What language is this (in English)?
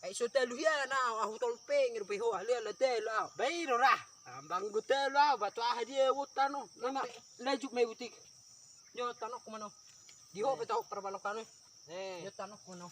Batak Toba